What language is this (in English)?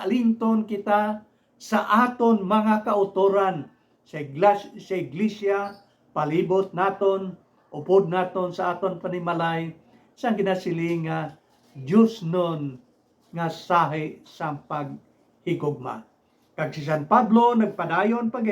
Hiligaynon